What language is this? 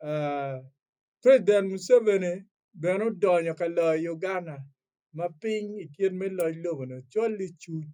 Acoli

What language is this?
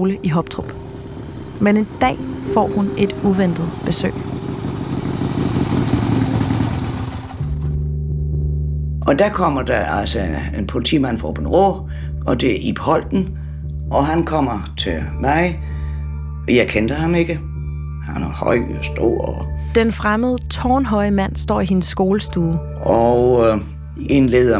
Danish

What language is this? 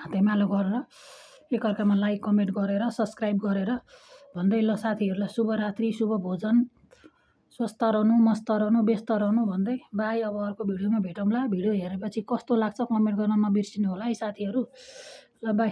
Nepali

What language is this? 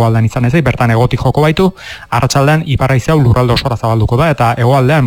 Basque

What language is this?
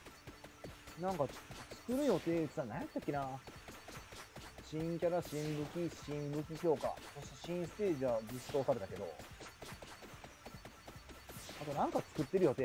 Japanese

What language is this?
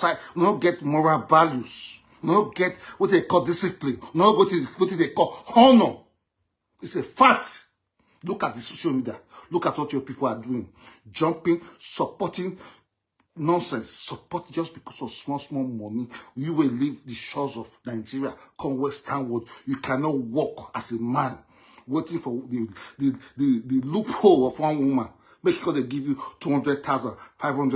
Nigerian Pidgin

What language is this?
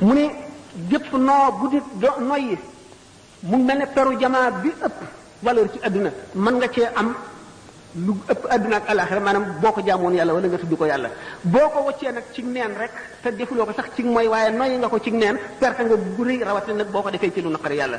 Wolof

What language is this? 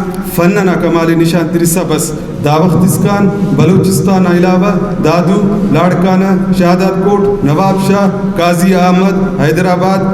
Brahui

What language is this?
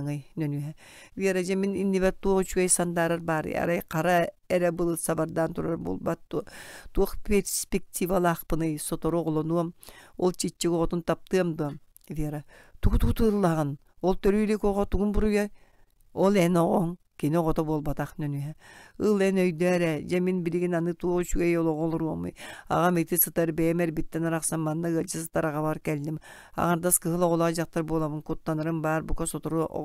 Yakut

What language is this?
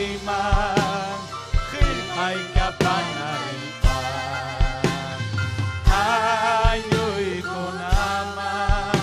Ayacucho Quechua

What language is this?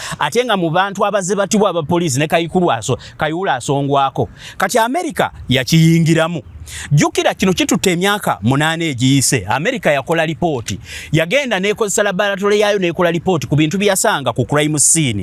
Ganda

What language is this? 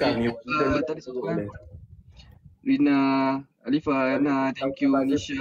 Malay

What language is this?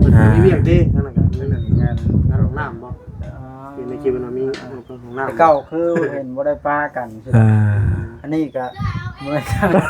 Lao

